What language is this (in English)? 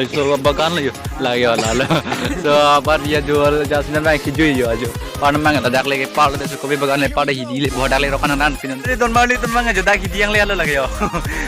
Karbi